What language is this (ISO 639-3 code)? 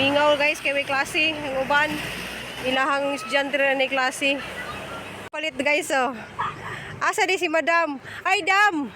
ceb